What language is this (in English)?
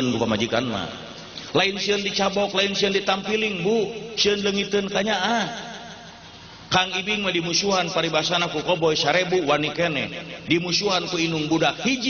Sundanese